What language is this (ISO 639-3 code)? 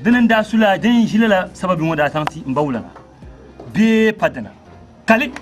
dag